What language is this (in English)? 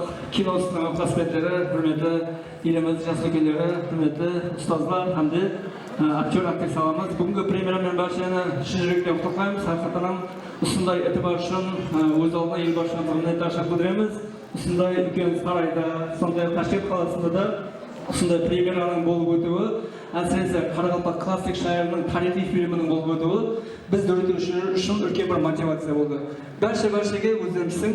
Kara-Kalpak